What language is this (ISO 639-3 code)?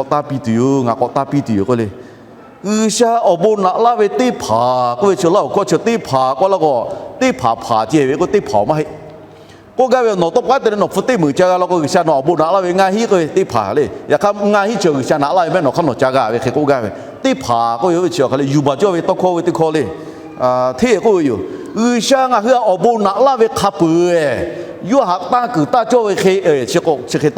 lhu